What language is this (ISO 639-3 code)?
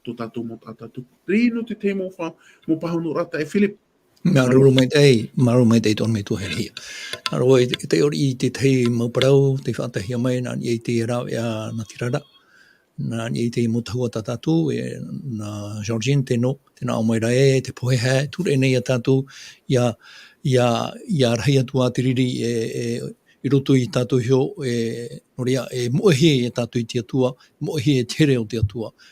tah